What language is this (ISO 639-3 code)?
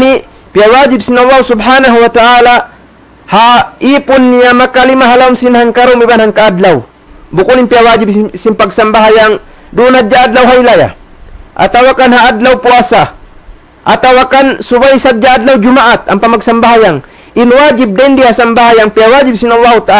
tsg